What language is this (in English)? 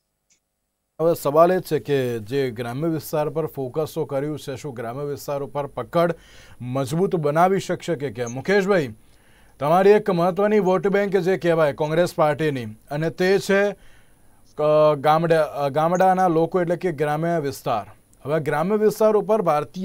Gujarati